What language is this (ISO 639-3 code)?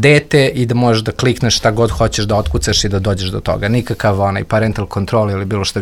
srp